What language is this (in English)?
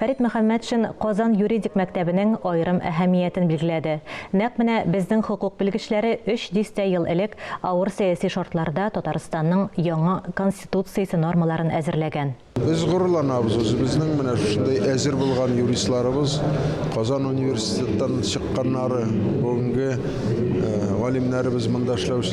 Tatar